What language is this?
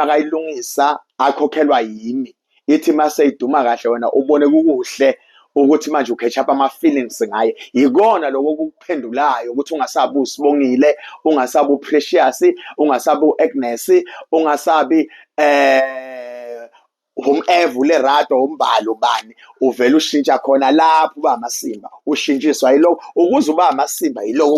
Zulu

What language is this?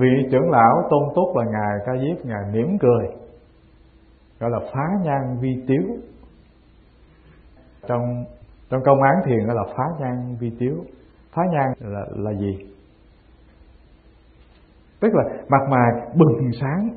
Vietnamese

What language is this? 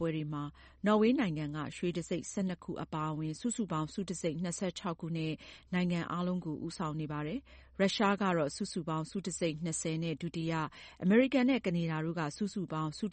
Burmese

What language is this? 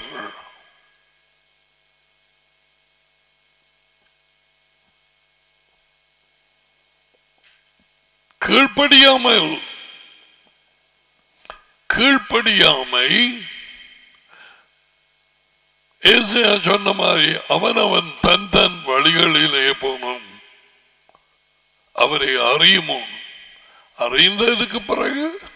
Tamil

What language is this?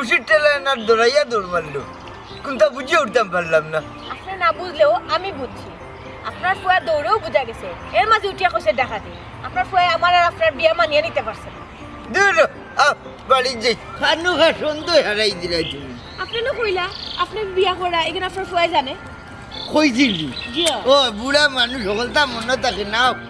Sylheti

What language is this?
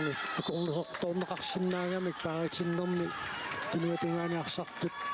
Kalaallisut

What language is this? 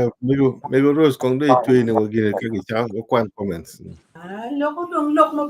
Acoli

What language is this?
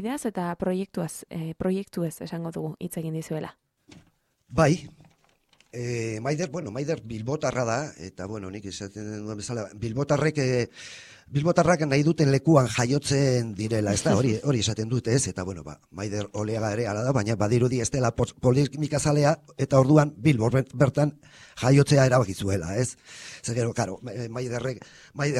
Basque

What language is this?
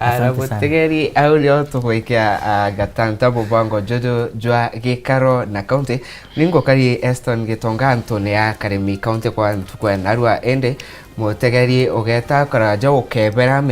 Meru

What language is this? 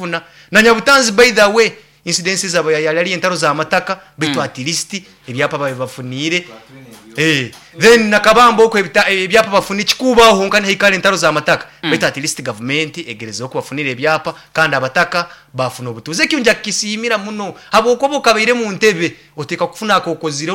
Nyoro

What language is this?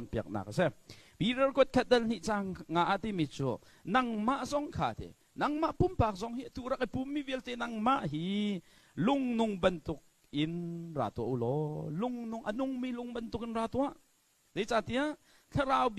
Hakha Chin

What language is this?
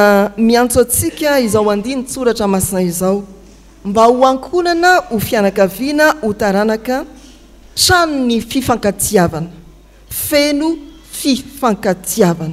Malagasy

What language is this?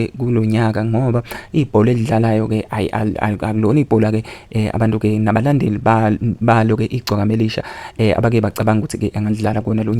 Zulu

